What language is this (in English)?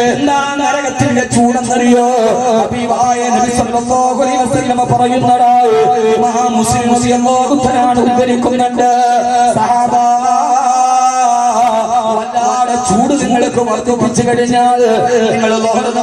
Malayalam